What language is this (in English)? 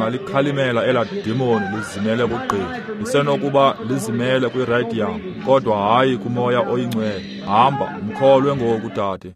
Xhosa